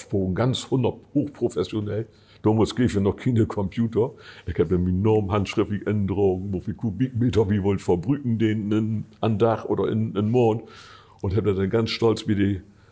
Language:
Low German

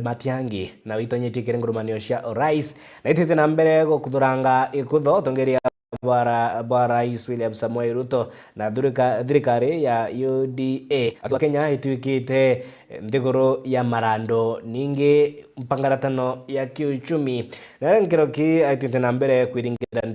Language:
Meru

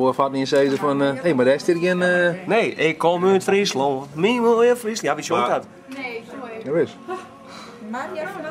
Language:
Western Frisian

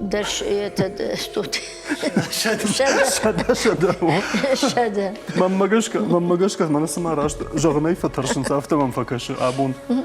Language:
Ossetic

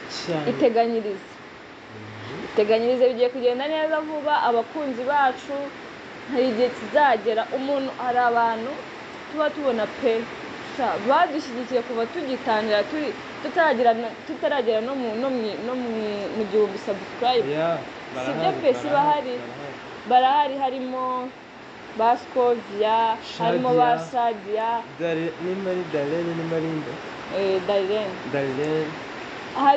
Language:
Kinyarwanda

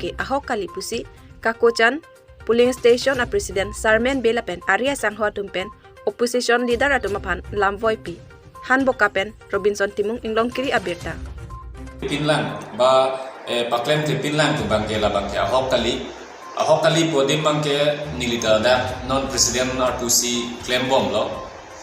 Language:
Karbi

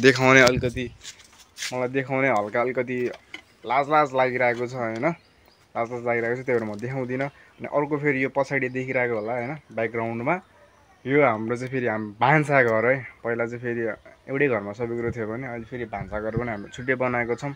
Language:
Nepali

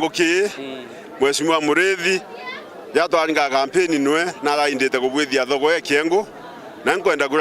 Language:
Meru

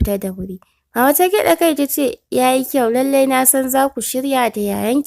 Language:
Hausa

